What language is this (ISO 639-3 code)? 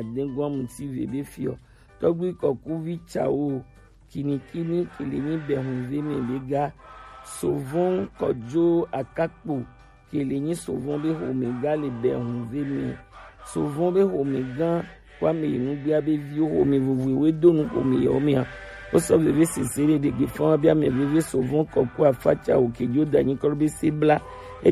gej